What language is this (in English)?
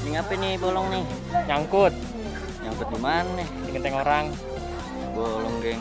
Betawi